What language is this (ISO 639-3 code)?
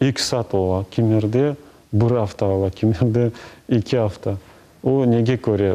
crh